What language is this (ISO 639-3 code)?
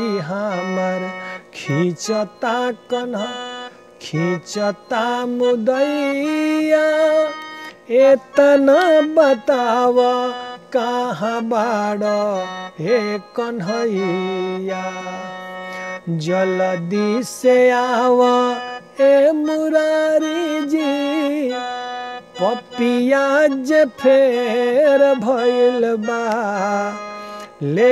bho